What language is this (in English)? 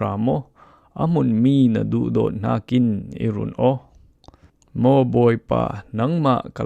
Falam Chin